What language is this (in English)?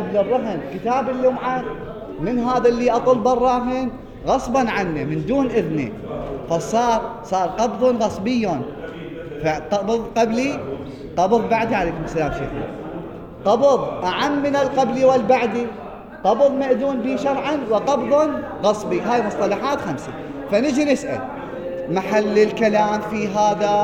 Mesopotamian Arabic